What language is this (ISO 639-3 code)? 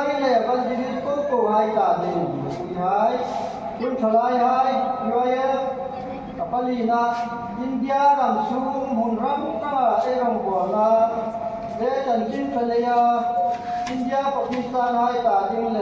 hmr